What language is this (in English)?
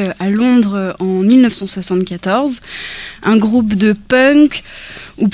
French